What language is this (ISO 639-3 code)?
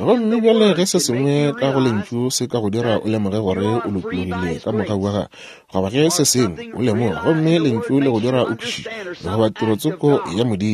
nso